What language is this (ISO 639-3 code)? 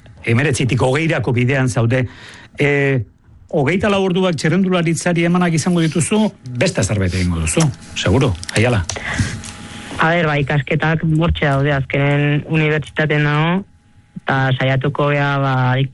eus